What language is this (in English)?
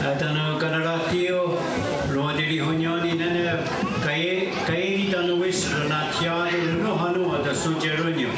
Mohawk